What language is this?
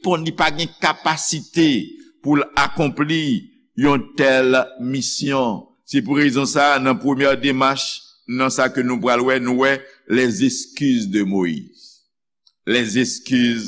Haitian Creole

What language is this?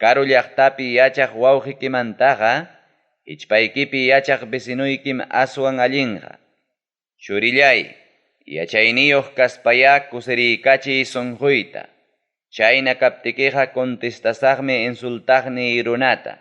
Ayacucho Quechua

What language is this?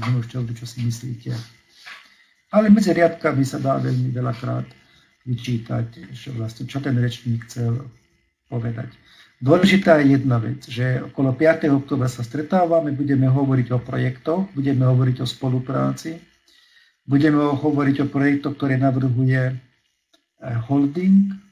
Slovak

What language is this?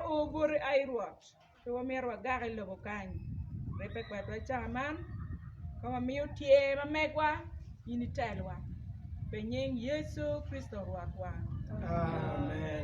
Acoli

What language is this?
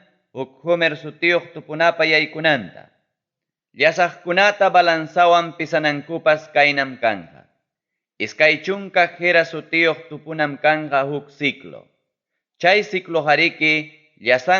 Ayacucho Quechua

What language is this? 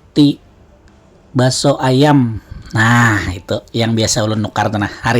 Banjar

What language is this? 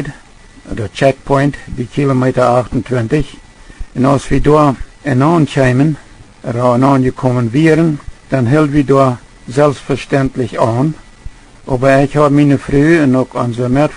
Plautdietsch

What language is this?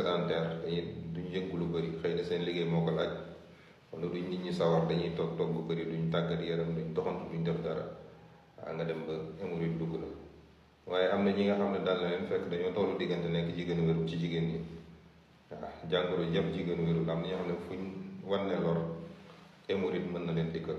Wolof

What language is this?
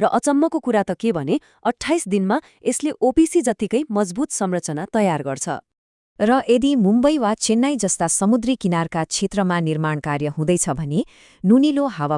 Nepali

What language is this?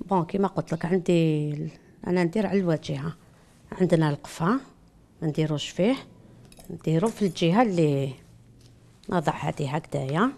Algerian Arabic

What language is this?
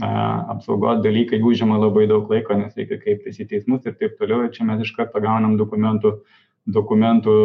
Lithuanian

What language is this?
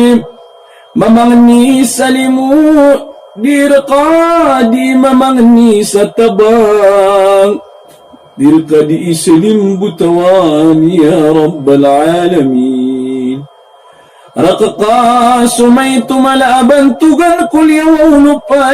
Maranao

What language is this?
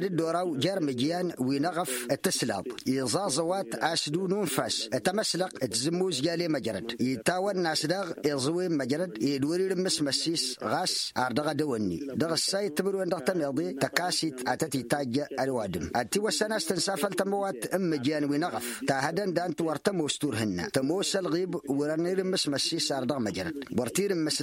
Tamasheq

